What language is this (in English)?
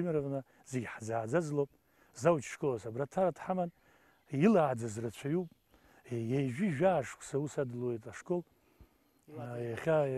Abkhazian